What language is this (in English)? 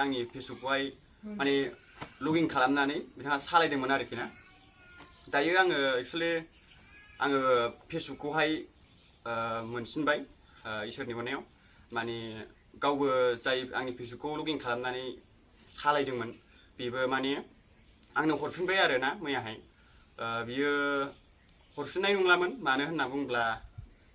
Bodo